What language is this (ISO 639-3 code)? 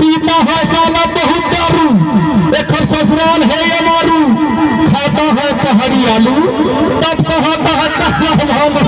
hne